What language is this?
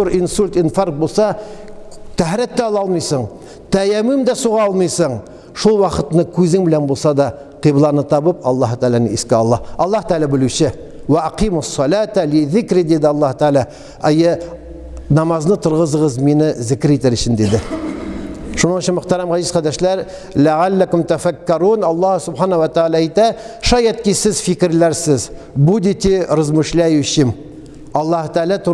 Tatar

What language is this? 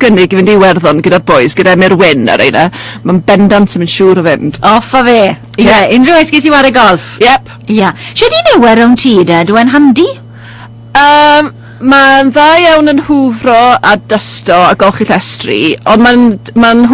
Welsh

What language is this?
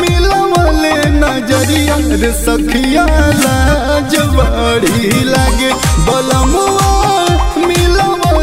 Bhojpuri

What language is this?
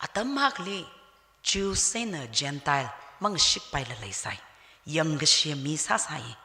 Tangkhul Naga (India)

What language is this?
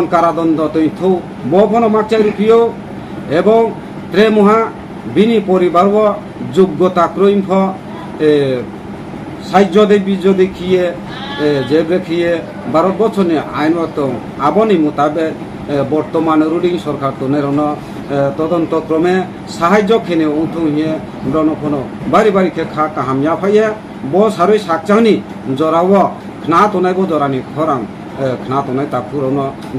Riang (India)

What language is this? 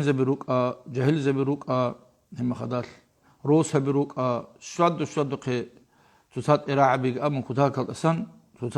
Avaric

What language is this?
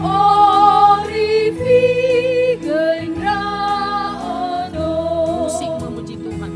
Nias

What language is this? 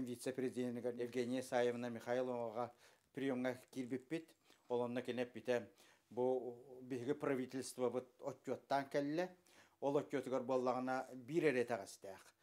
Yakut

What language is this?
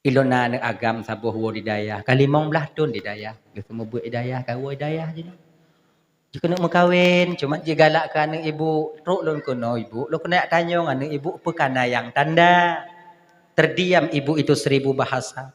Achinese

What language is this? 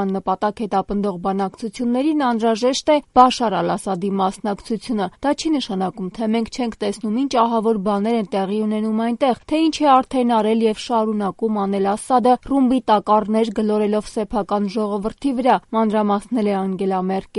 Armenian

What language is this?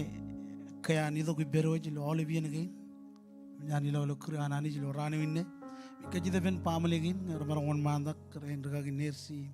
Marshallese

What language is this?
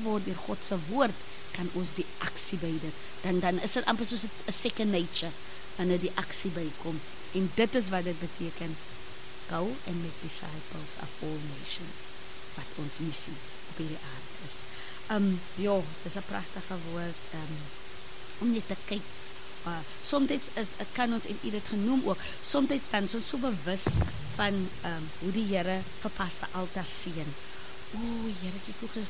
Afrikaans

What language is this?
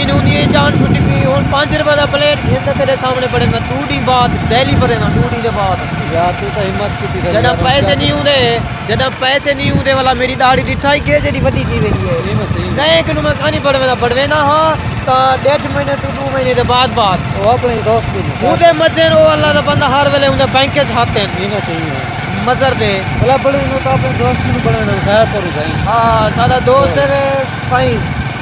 Saraiki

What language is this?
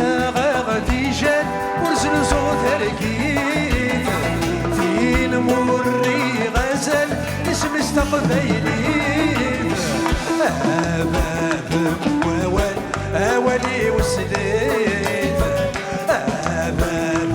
Kabyle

